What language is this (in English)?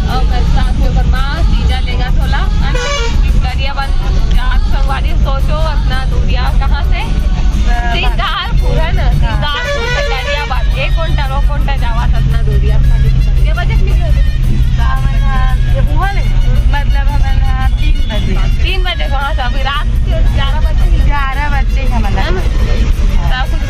Chhattisgarhi